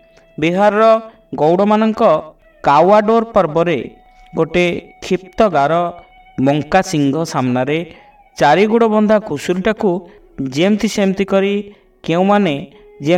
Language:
Odia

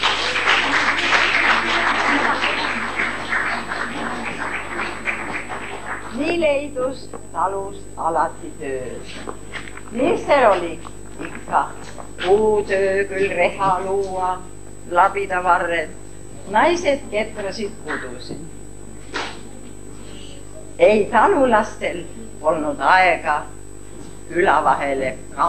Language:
Estonian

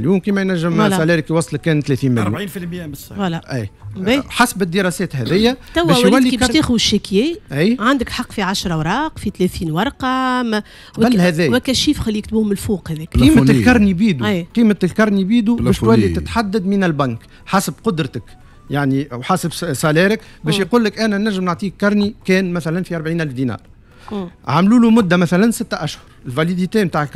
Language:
Tunisian Arabic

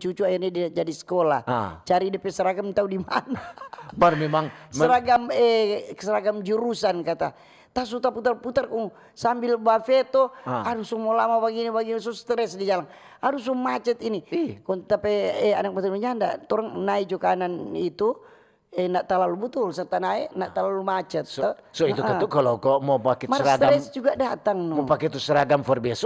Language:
Manado Malay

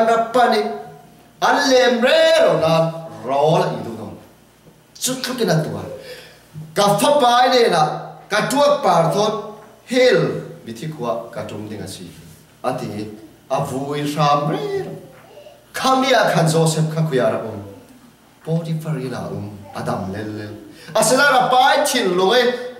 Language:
Falam Chin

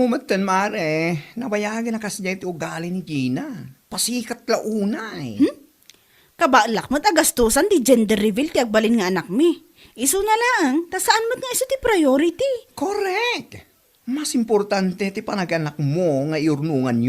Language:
Iloko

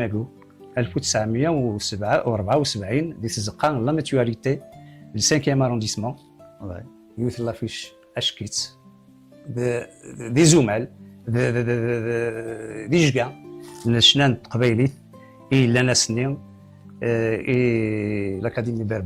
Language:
Kabyle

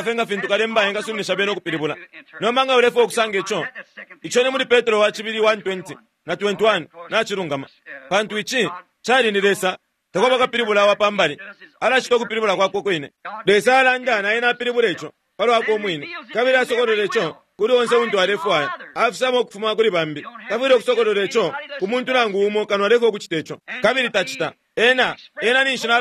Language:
Bemba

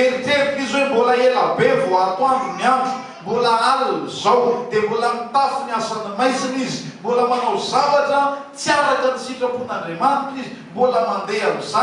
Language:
Malagasy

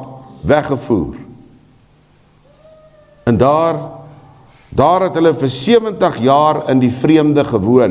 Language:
Afrikaans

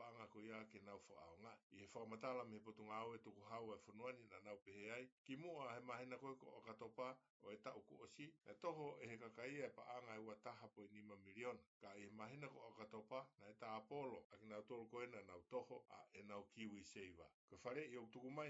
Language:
Tongan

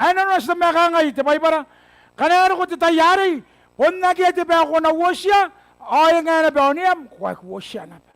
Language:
Gilbertese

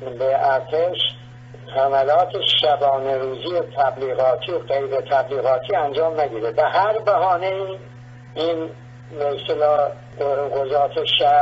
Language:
Persian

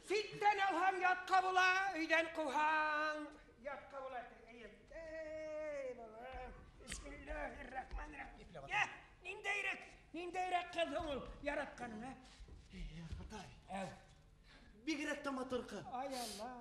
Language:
Bashkir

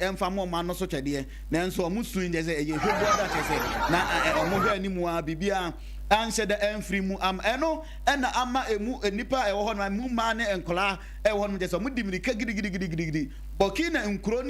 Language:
Akan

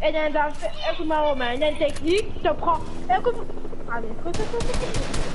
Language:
Morisyen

